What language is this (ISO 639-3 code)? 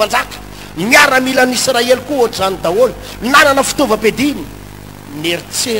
mlg